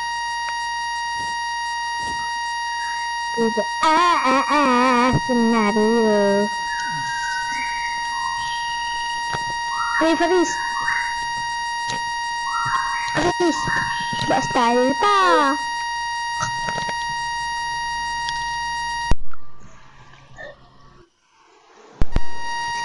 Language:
Malay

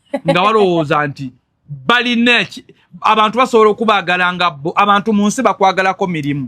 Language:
Ganda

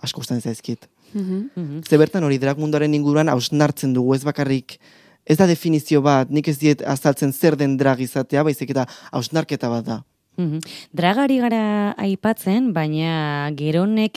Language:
Basque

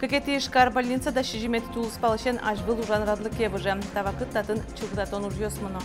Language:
Udmurt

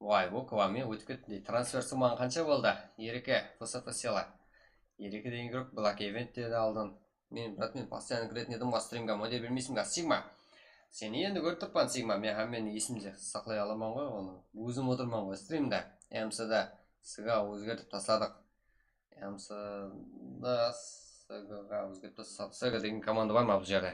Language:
Kara-Kalpak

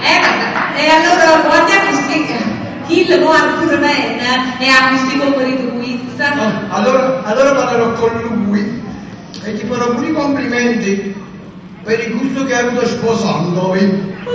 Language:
Neapolitan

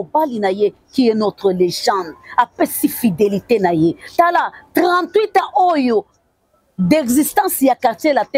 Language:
Lingala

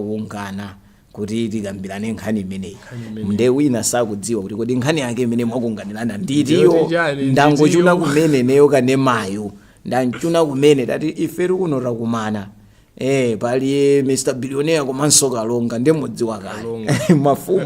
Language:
Nyanja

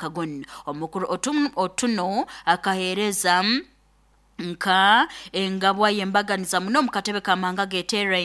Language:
Nyankole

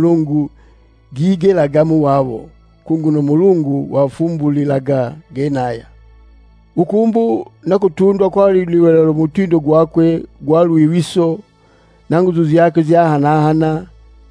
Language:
Sukuma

